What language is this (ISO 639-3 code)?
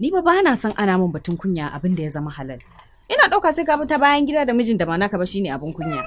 hau